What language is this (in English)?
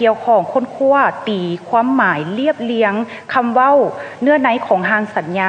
Lao